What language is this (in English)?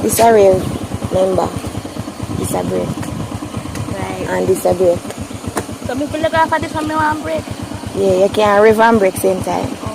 Jamaican Creole English